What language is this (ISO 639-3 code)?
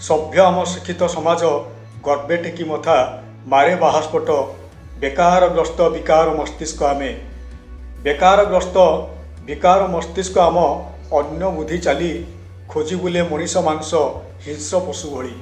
ori